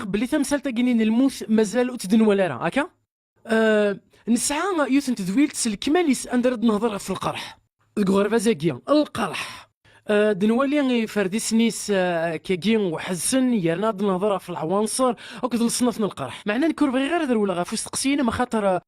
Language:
Kabyle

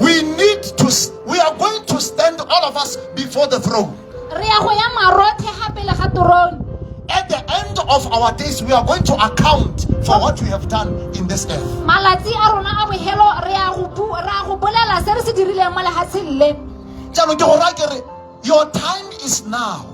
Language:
Tswana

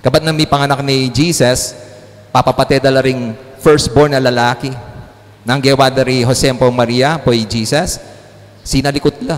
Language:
Pampanga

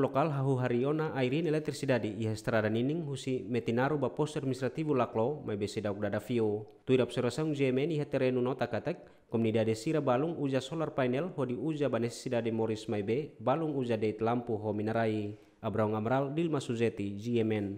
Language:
Tetum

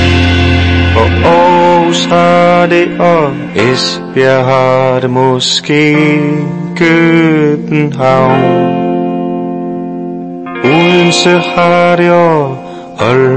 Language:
Danish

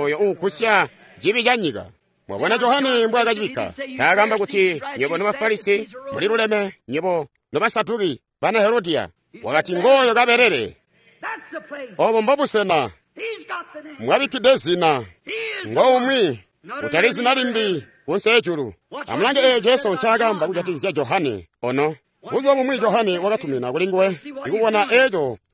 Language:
Tonga (Zambia)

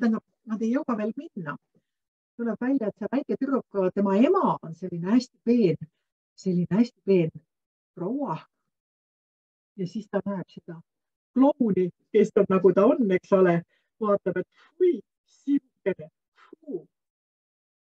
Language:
Estonian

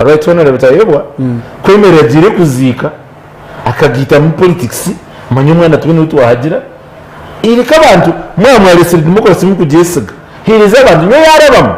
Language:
Nyankole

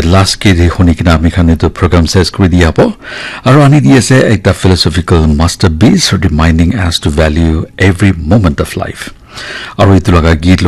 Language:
Naga Pidgin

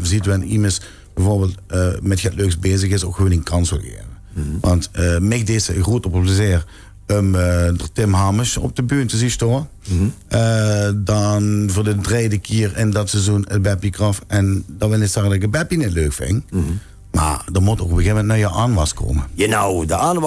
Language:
Limburgish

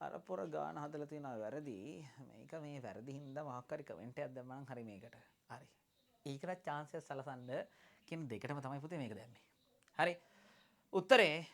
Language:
Sinhala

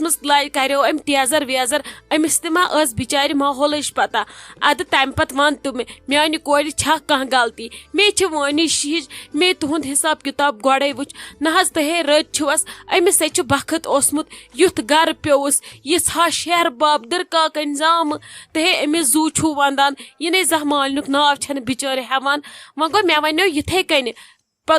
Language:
Kashmiri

